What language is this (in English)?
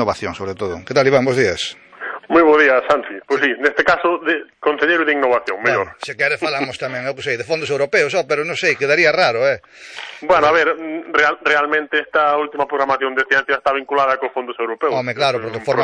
Galician